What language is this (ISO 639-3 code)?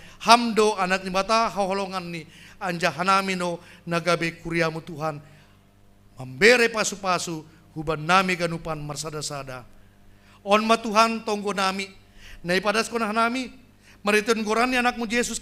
bts